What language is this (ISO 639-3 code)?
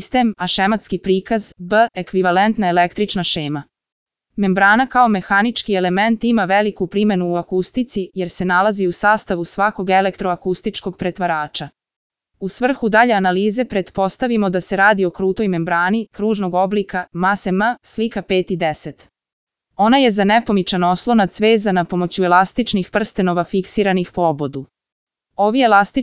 srp